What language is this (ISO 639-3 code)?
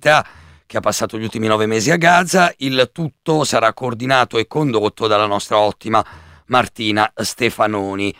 ita